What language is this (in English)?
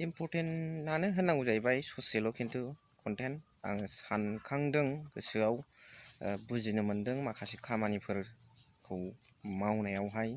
Bodo